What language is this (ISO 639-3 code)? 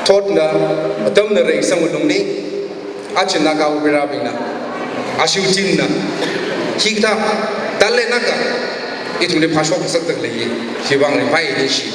nmf